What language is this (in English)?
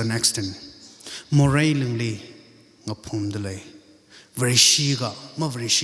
Tangkhul Naga (India)